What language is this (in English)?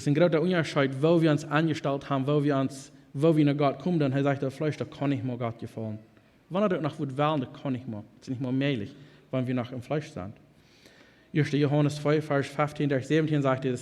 Plautdietsch